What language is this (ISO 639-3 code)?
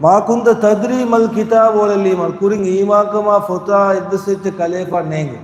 div